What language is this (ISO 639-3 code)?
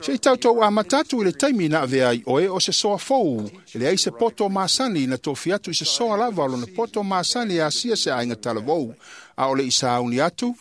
smo